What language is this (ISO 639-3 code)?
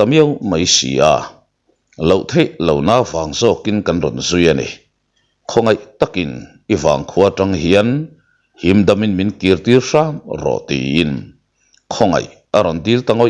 lus